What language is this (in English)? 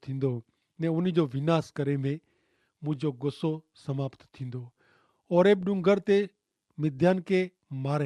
Kachhi